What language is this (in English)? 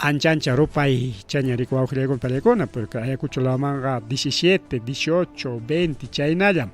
Ayacucho Quechua